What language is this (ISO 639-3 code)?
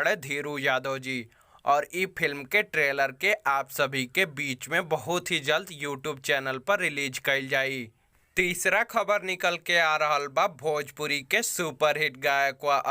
bho